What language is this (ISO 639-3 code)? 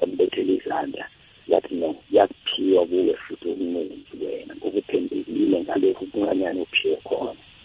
nbl